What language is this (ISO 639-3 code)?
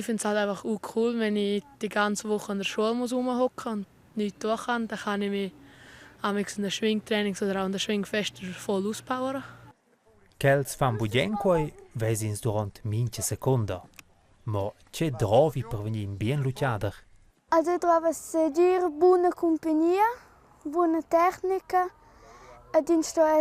roh